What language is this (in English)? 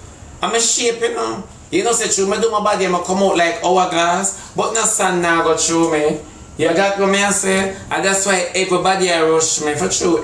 Jamaican Creole English